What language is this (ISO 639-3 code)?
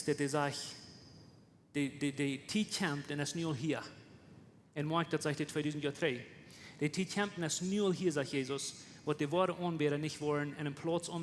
pdt